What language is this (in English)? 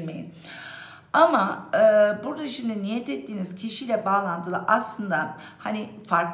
Turkish